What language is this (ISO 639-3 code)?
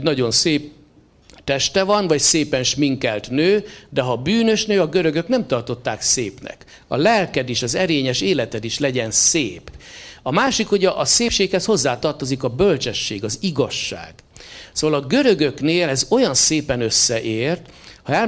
hun